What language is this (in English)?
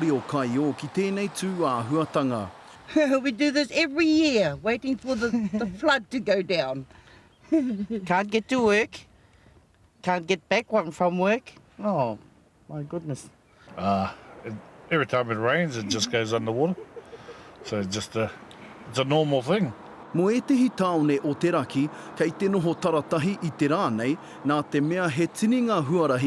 Māori